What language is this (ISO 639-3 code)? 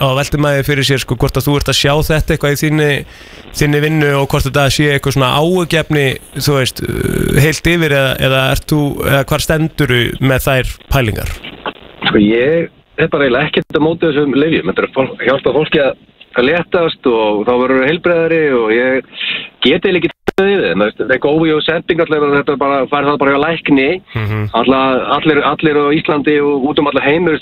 isl